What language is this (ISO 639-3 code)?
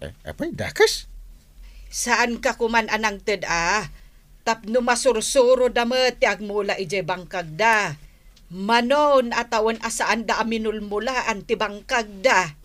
ilo